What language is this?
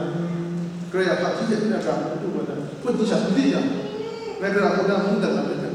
Kachin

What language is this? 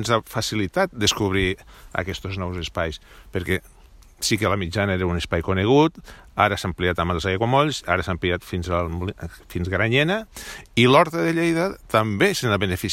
Catalan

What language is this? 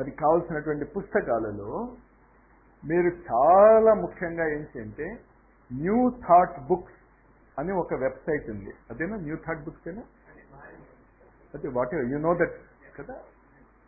Telugu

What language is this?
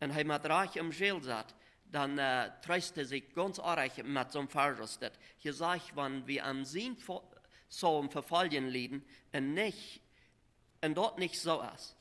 Plautdietsch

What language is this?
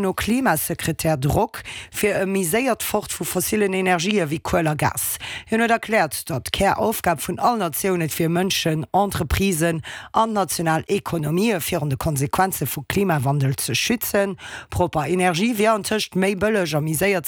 Luxembourgish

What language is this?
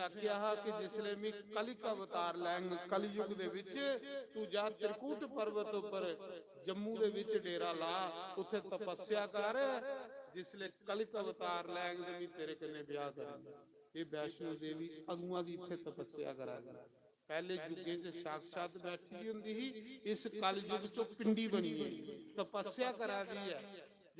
Dogri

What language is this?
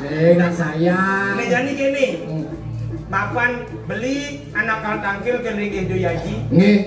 Balinese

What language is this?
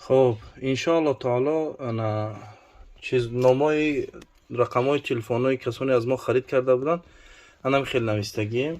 Tajik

